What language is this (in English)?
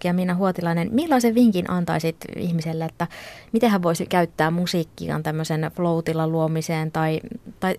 Finnish